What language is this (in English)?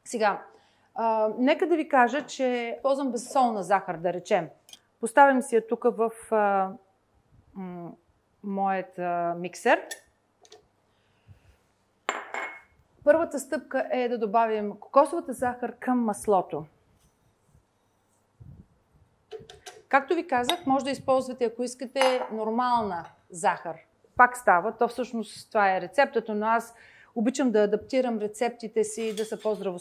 Bulgarian